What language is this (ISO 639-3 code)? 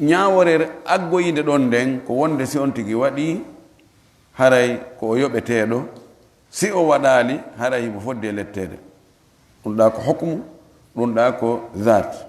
ful